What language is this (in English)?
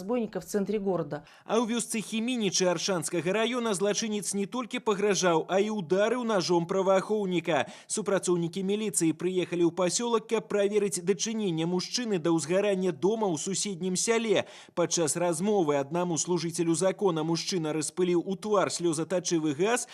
Belarusian